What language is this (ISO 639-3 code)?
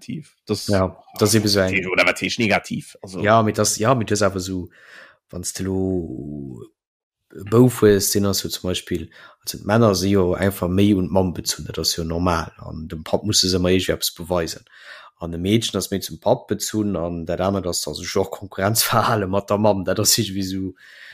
ltz